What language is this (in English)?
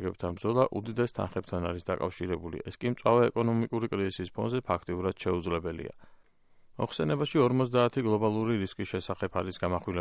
Georgian